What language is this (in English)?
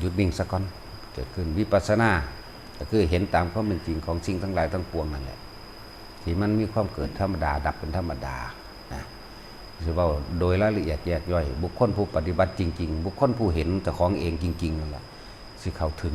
Northeastern Thai